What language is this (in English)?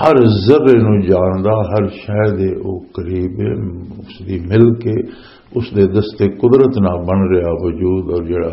Western Panjabi